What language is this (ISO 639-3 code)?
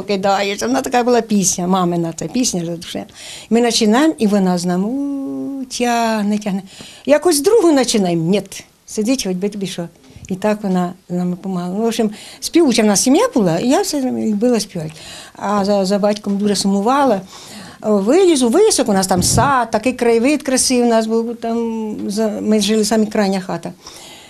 ukr